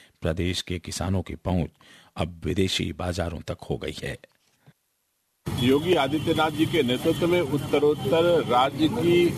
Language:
Hindi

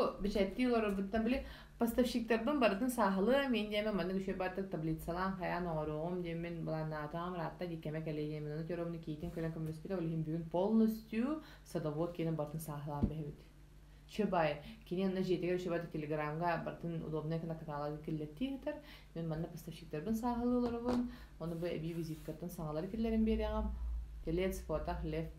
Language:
Yakut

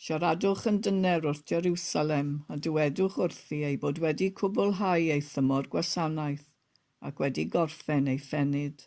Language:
Welsh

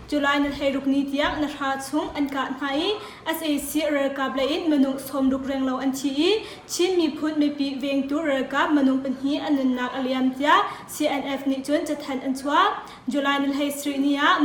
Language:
Hakha Chin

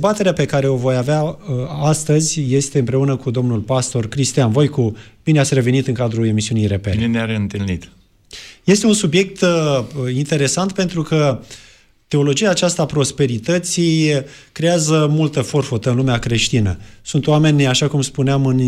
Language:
Romanian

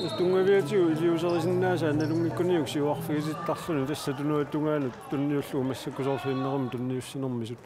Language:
Kalaallisut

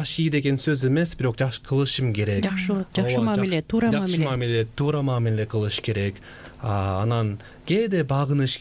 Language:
Kyrgyz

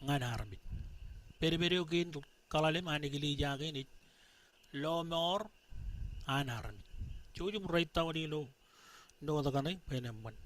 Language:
Marshallese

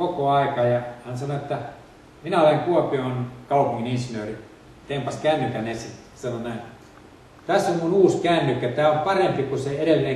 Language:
Finnish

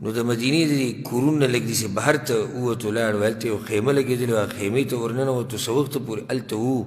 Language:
Pashto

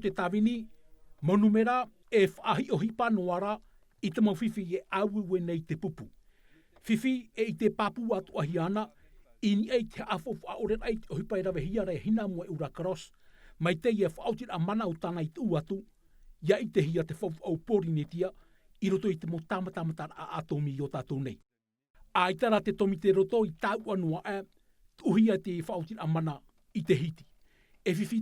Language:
Tahitian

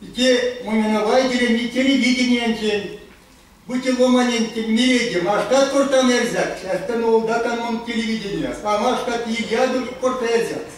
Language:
Erzya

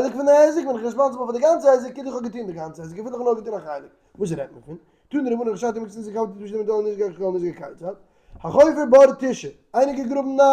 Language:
Yiddish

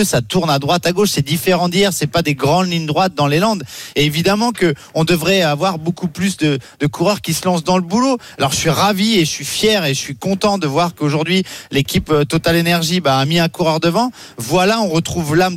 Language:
French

